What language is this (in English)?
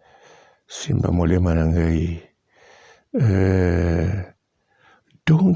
Lingala